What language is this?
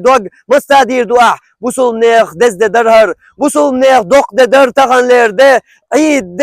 Chechen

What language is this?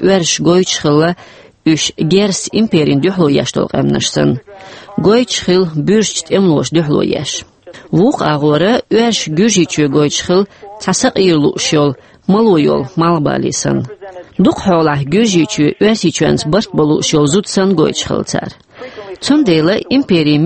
Chechen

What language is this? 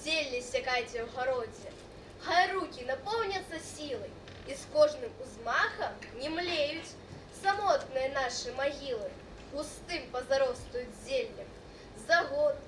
Belarusian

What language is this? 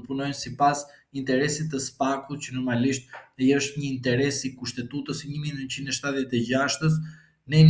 Albanian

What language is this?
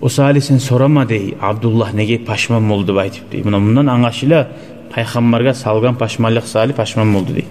Kumyk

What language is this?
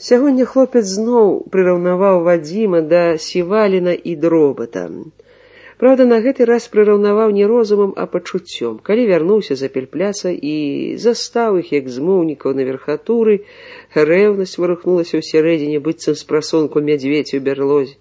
Belarusian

